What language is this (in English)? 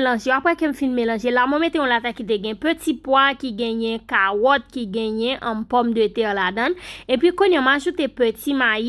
Haitian Creole